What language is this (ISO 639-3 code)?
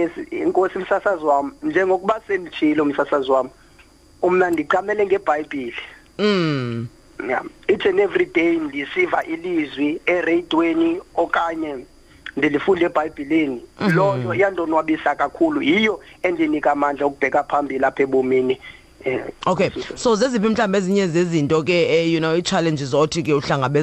xho